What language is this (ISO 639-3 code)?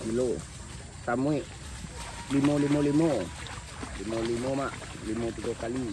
min